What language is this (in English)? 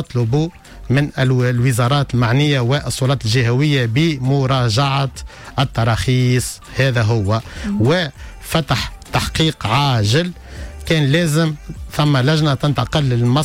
Tunisian Arabic